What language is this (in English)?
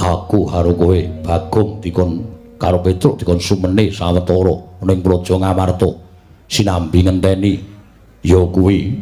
Javanese